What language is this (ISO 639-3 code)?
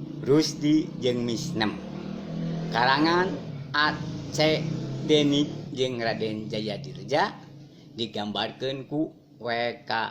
sun